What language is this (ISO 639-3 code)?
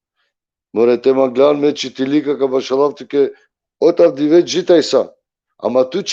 rmn